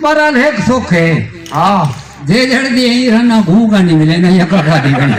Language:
Saraiki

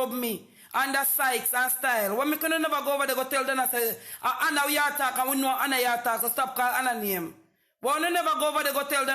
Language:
Jamaican Creole English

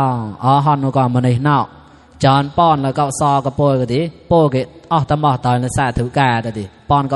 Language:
Mon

